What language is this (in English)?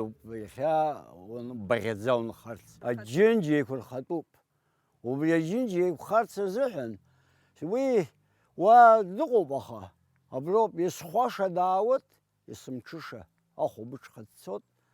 Abkhazian